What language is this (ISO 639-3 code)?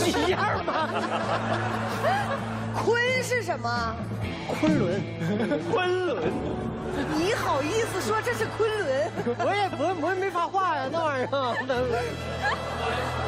zho